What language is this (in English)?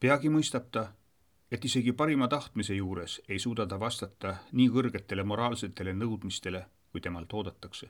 Estonian